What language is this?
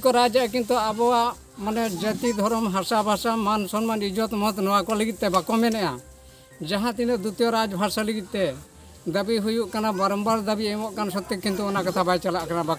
Santali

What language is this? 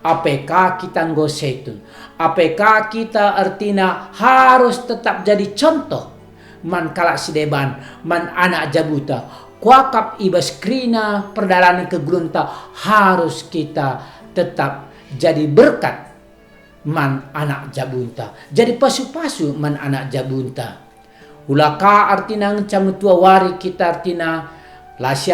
Batak Karo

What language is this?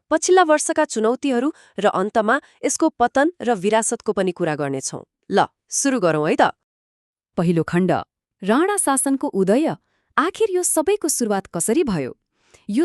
Nepali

